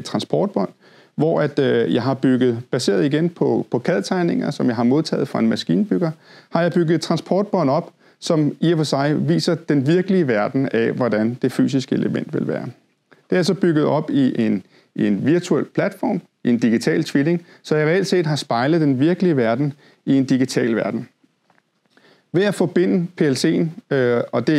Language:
Danish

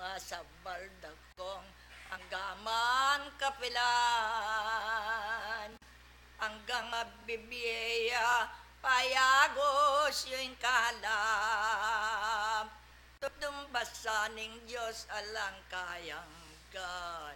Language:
Pampanga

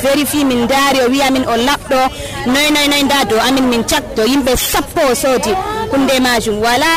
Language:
Nigerian Fulfulde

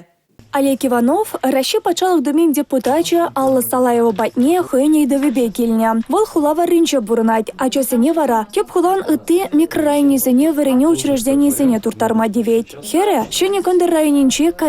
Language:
Chuvash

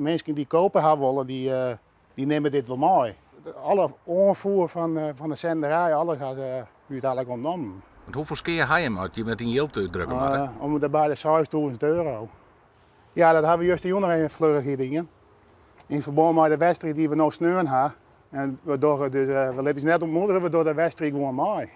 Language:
Western Frisian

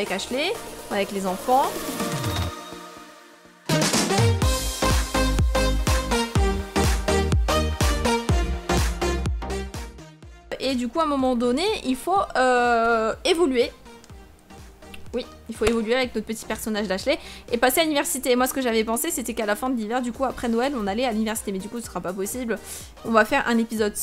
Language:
French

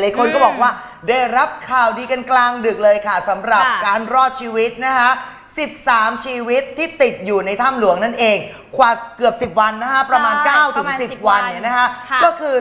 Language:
Thai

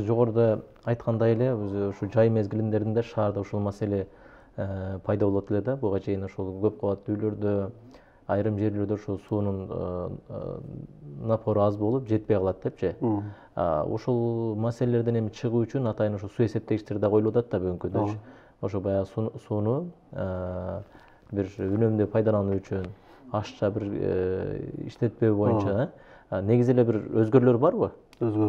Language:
Kyrgyz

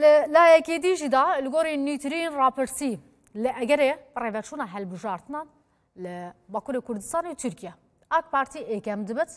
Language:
Kurdish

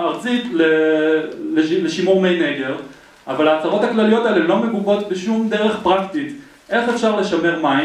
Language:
Hebrew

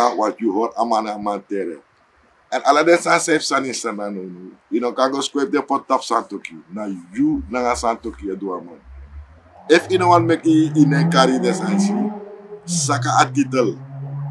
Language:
Sranan Tongo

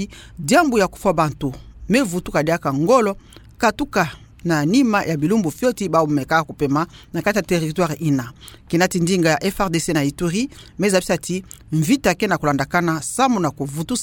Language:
Kituba (Democratic Republic of Congo)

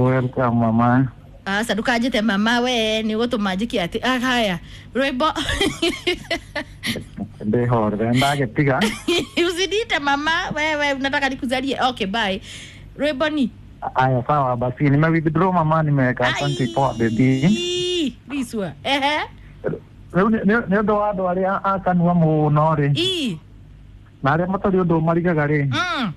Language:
Kikuyu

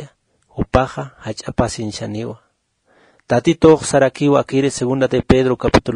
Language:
Aymara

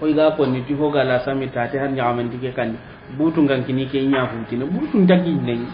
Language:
Soninke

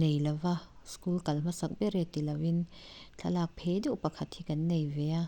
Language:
Mizo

